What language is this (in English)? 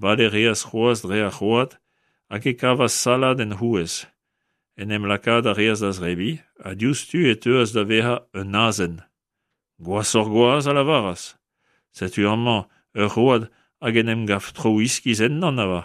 Breton